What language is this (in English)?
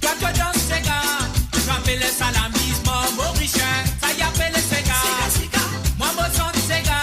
Morisyen